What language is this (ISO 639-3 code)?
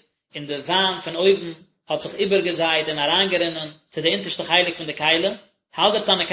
yid